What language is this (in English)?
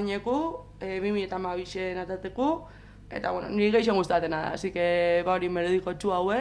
Basque